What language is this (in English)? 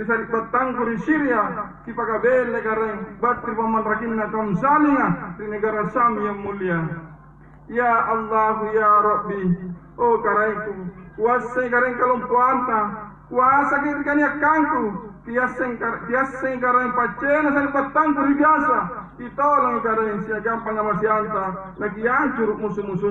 Makasar